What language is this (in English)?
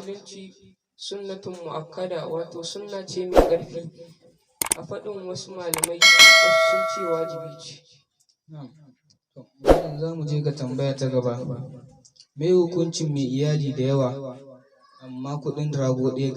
Hausa